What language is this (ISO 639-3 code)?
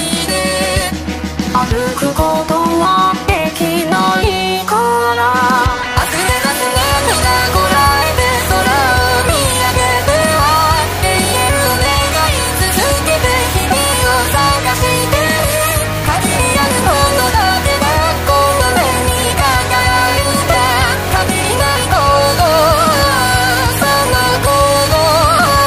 jpn